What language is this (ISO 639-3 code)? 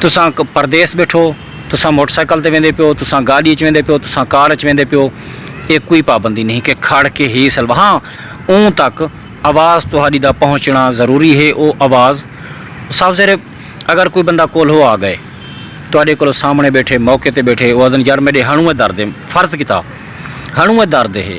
skr